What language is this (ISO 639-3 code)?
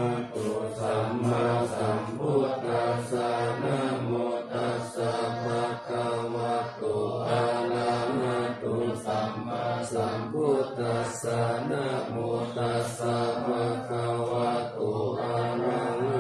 pli